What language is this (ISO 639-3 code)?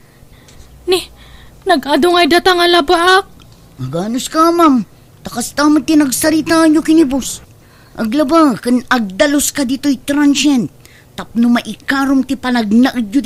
ilo